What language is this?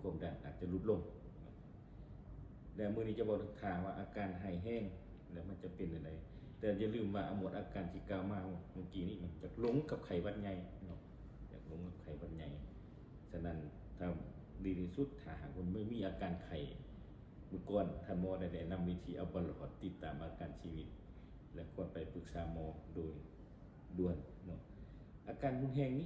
Lao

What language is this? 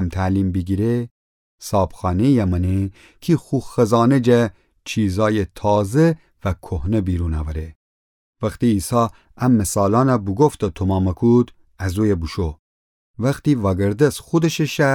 Gilaki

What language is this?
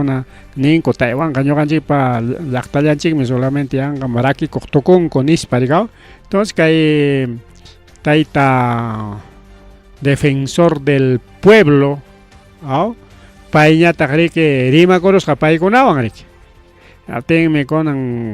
Ayacucho Quechua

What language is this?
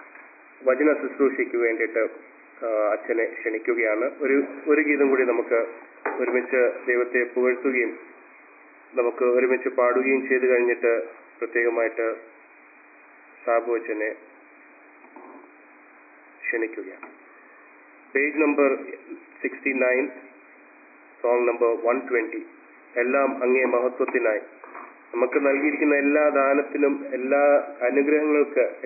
Malayalam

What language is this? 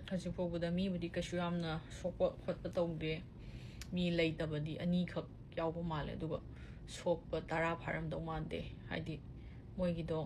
Manipuri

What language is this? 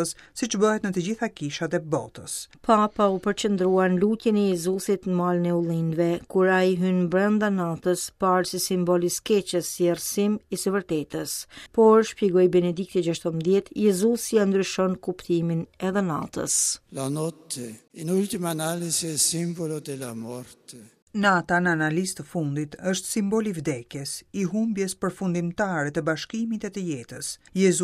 Albanian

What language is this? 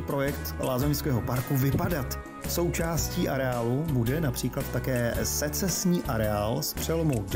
Czech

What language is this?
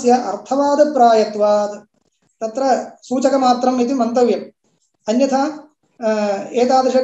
Sanskrit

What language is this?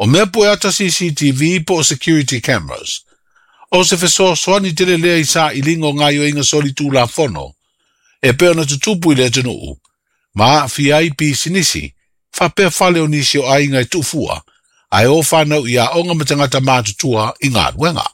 Samoan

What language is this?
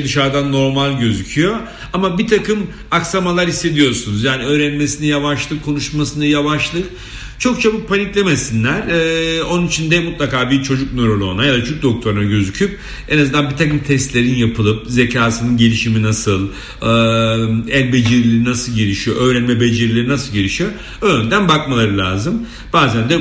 Turkish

